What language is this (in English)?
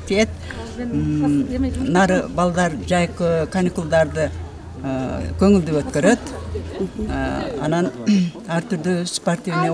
Kyrgyz